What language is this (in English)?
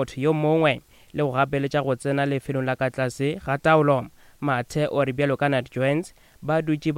Northern Sotho